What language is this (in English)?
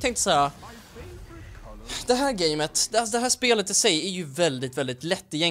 Swedish